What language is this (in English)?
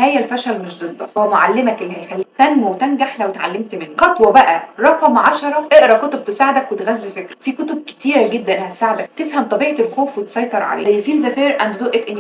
Egyptian Arabic